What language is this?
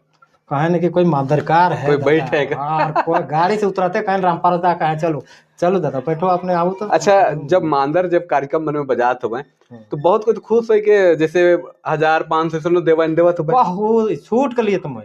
Sadri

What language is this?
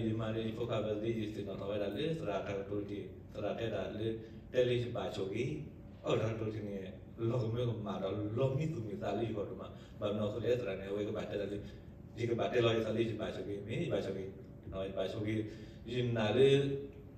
S'gaw Karen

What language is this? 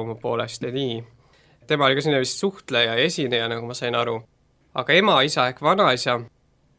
Estonian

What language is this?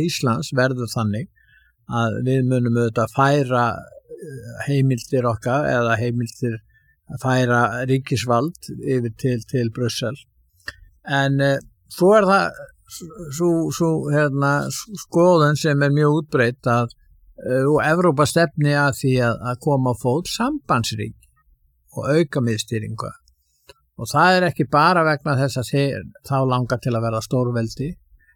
Icelandic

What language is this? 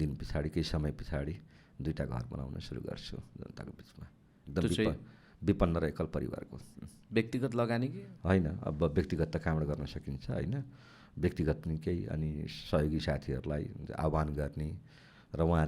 Nepali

